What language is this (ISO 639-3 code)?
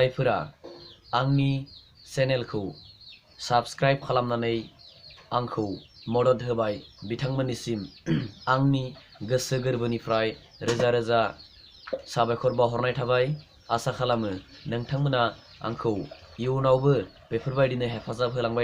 brx